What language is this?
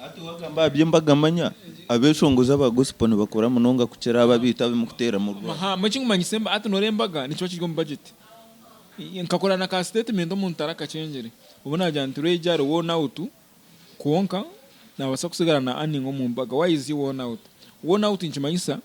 Nyankole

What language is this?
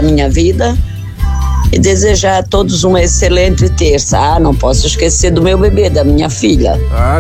Portuguese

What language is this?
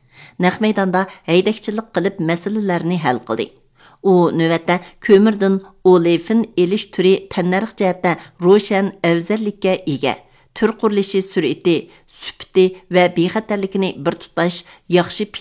Uyghur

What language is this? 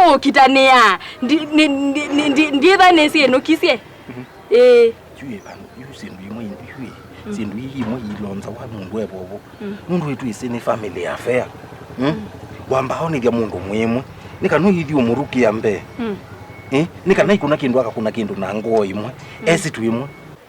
Kamba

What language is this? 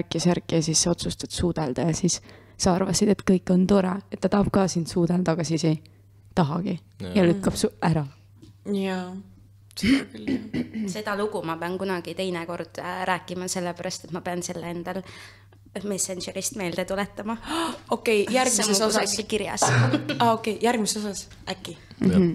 Estonian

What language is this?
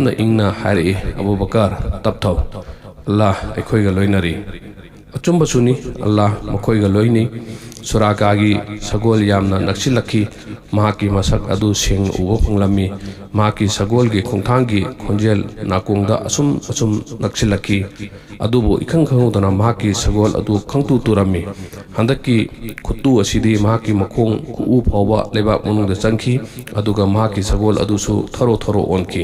Manipuri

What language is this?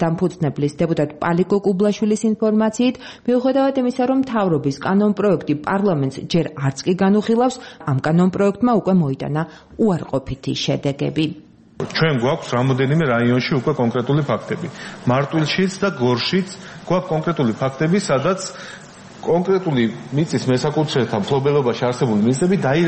Georgian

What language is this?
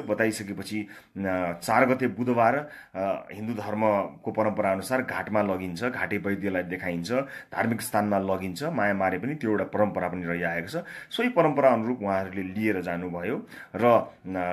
Nepali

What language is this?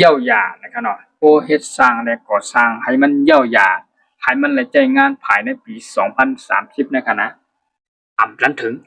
Shan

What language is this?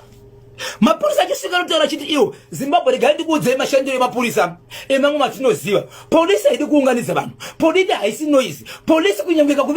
Shona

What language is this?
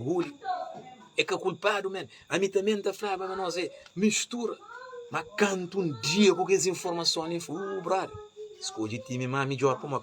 Kabuverdianu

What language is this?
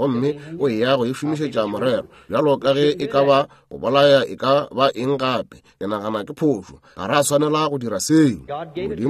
Northern Sotho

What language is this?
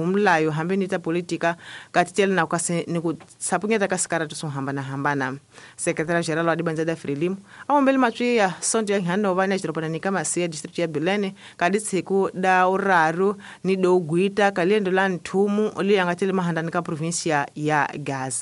Tsonga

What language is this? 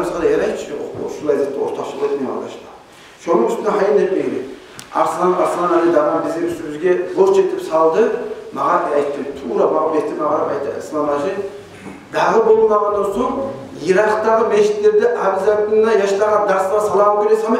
Kumyk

